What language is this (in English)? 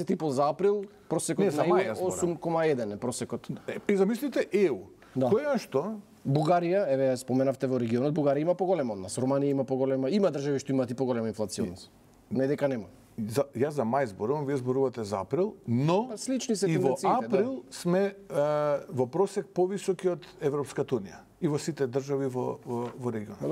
Macedonian